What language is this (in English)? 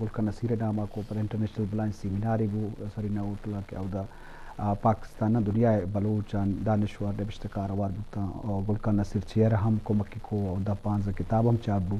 Eastern Balochi